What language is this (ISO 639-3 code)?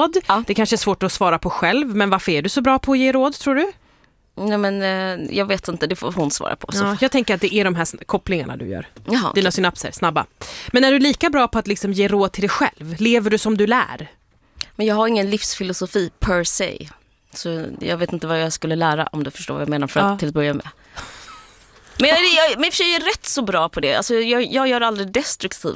swe